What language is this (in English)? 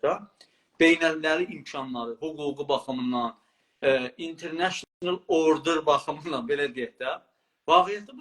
South Azerbaijani